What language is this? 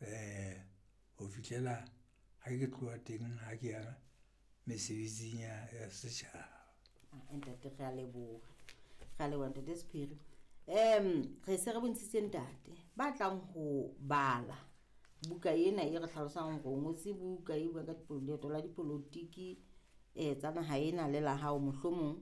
Southern Sotho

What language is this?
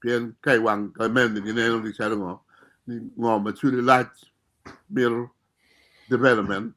Acoli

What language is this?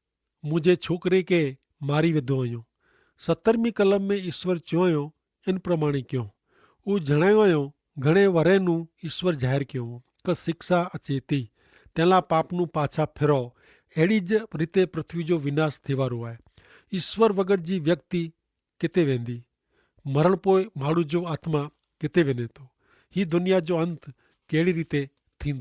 Kachhi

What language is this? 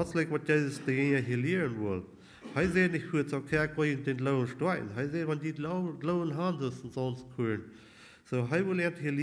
Plautdietsch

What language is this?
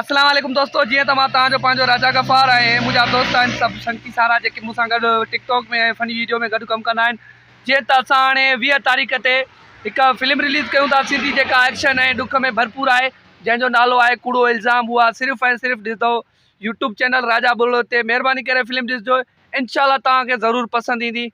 Sindhi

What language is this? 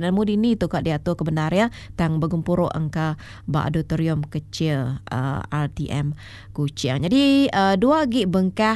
Iban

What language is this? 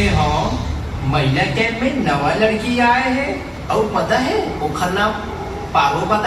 Chhattisgarhi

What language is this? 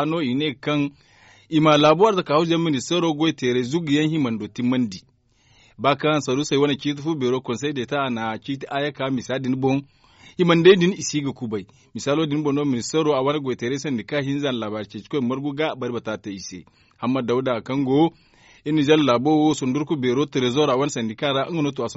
Zarma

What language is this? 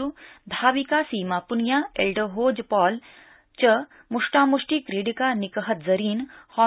Sanskrit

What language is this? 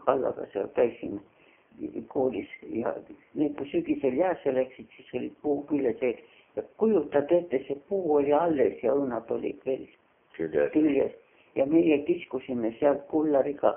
Estonian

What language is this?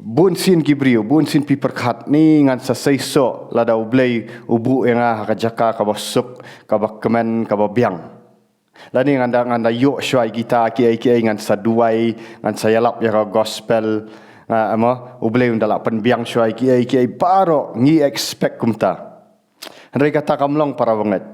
Khasi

